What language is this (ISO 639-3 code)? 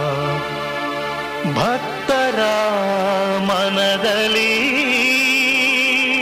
kan